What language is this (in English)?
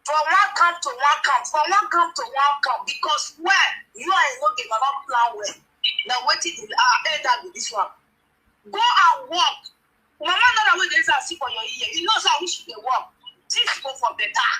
Nigerian Pidgin